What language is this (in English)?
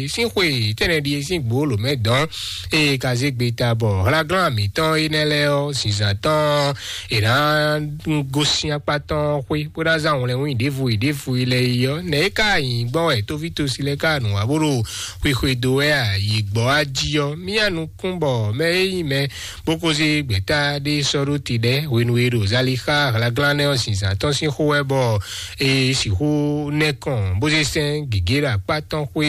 Fon